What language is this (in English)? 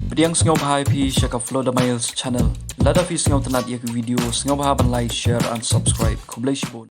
Khasi